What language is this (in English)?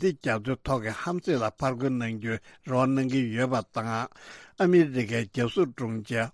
Tibetan